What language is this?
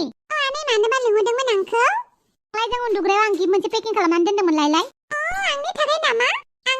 Bodo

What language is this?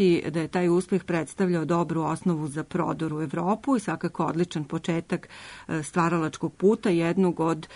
Serbian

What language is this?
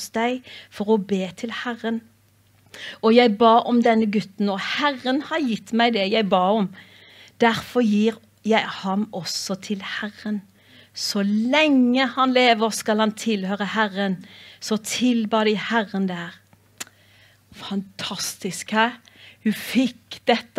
Norwegian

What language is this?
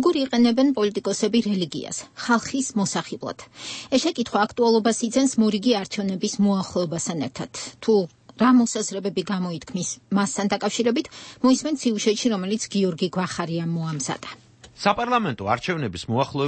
Georgian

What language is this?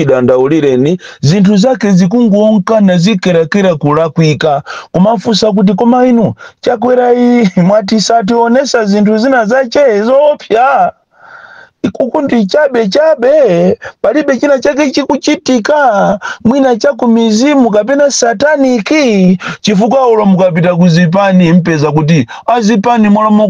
Nyanja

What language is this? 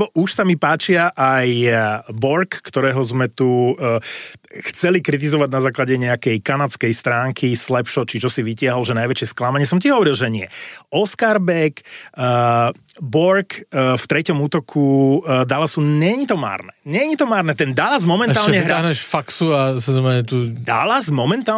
Slovak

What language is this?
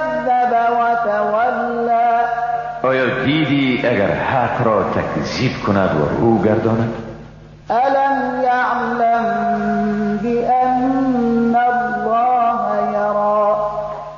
Persian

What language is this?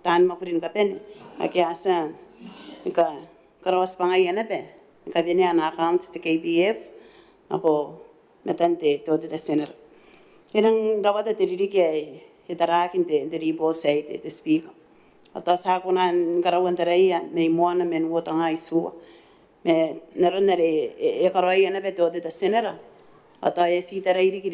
Gilbertese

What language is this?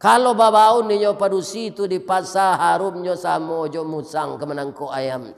Minangkabau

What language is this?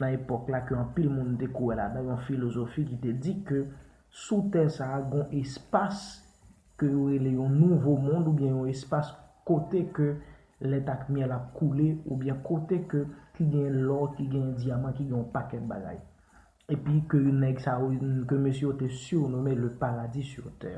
Haitian Creole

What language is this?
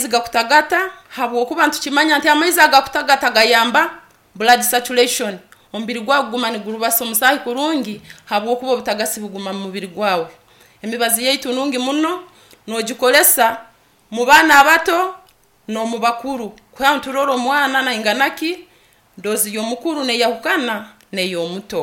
Nyankole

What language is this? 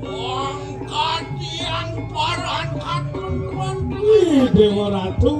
Balinese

